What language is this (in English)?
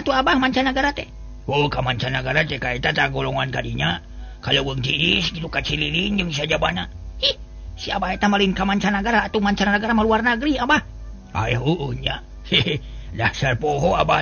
Sundanese